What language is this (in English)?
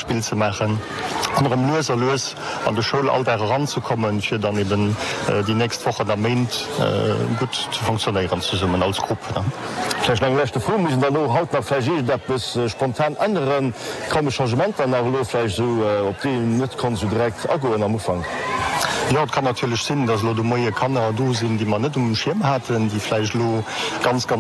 Luxembourgish